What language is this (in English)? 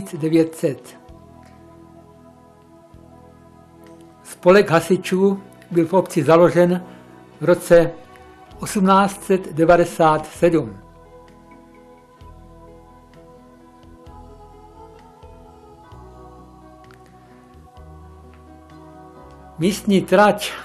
Czech